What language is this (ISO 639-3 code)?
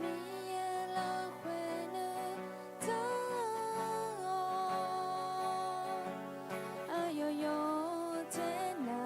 ahk